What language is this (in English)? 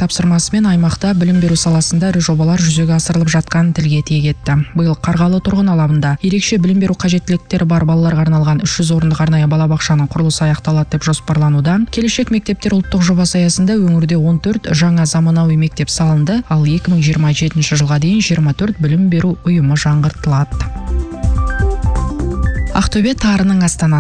Kazakh